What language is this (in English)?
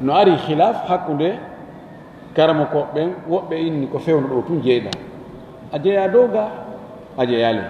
Fula